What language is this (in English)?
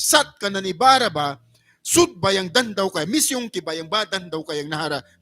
Mískito